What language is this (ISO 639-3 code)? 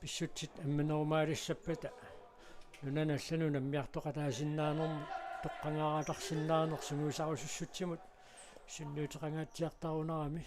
kal